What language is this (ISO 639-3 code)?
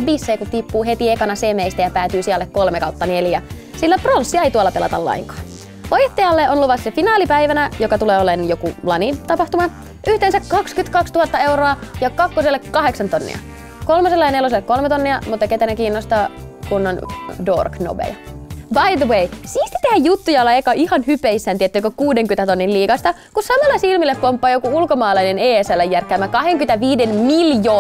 fin